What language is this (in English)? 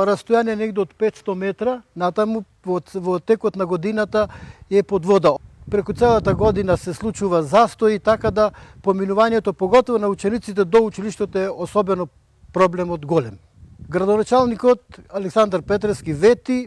Macedonian